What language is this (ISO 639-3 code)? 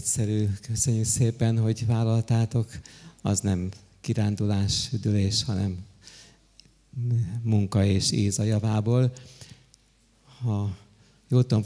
hun